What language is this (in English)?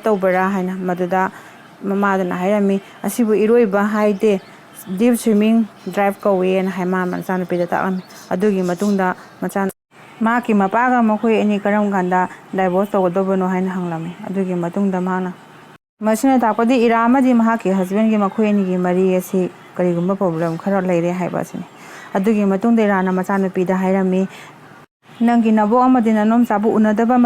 Manipuri